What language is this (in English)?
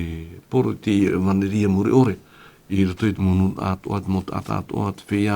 Tahitian